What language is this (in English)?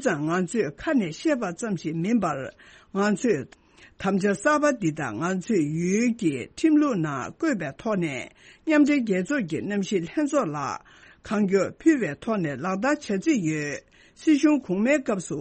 Tibetan